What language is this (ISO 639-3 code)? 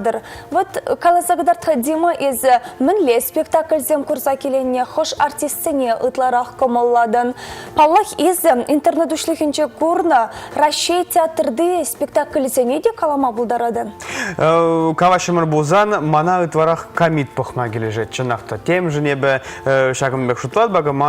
chv